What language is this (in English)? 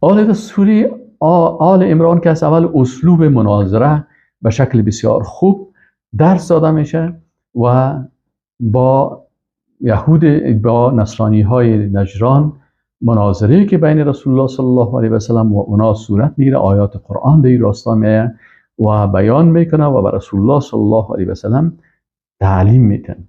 Persian